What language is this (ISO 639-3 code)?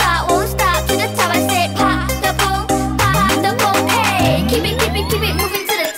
msa